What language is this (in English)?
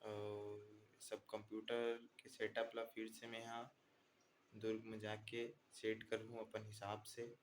Chhattisgarhi